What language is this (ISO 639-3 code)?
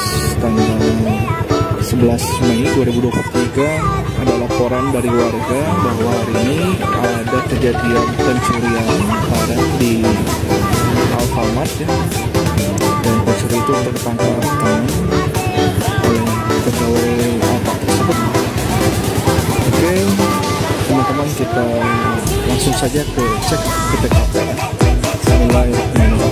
ind